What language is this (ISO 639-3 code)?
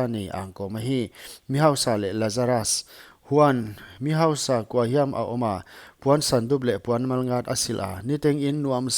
pck